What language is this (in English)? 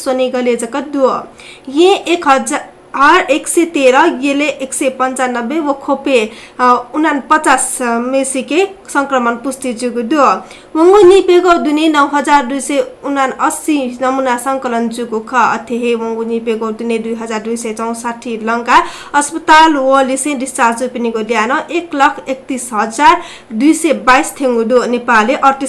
Newari